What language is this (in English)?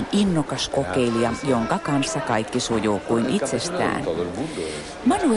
Finnish